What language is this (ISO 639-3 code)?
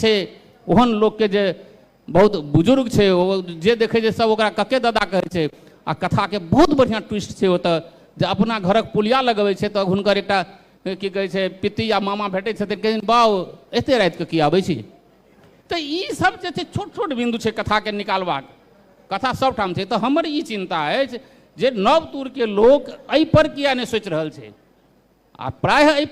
mai